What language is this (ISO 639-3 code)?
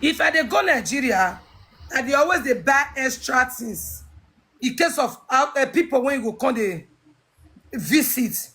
pcm